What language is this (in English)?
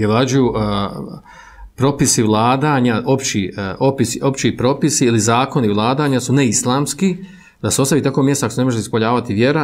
Bosnian